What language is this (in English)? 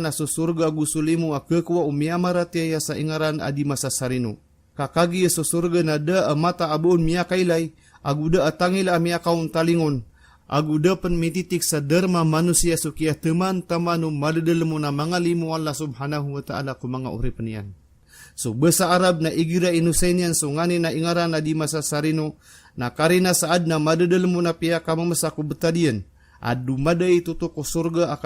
Maranao